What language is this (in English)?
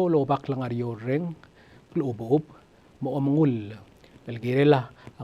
Palauan